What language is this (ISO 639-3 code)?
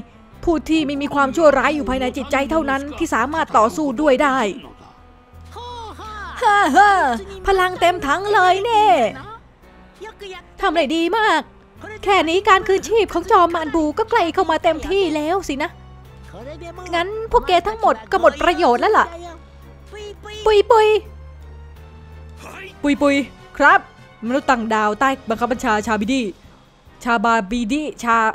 tha